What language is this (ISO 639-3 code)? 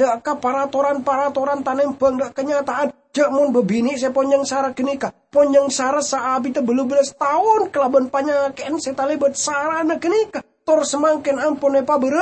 mad